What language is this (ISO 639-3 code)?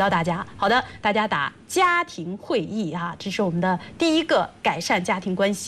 zho